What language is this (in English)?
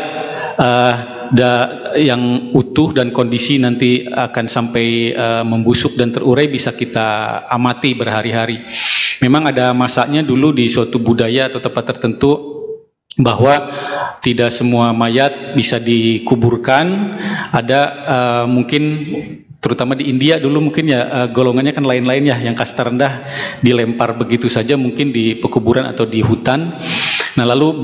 Indonesian